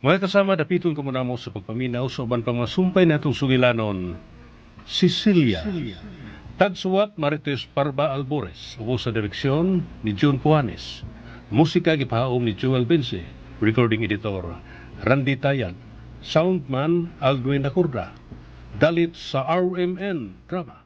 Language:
Cebuano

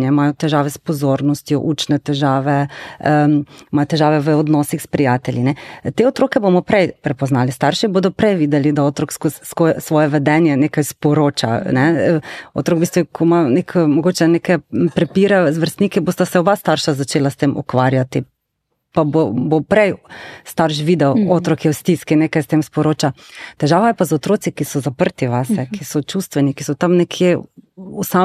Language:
Slovenian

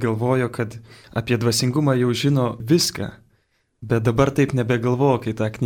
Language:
Lithuanian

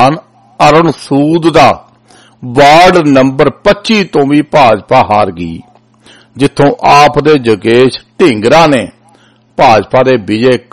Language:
Punjabi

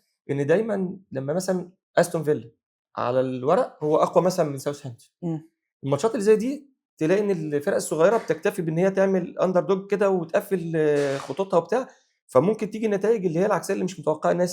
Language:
Egyptian Arabic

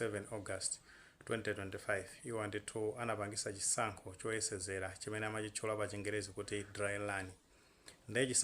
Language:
Nyanja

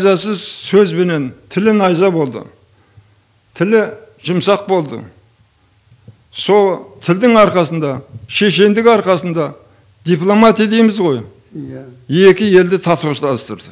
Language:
Kazakh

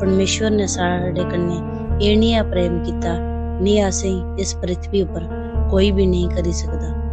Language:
Dogri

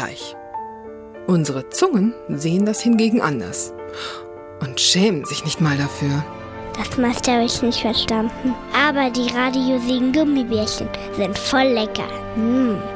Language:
German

